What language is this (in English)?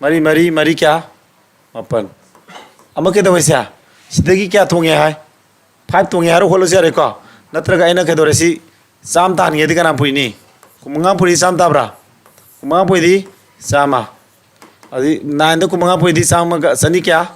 Manipuri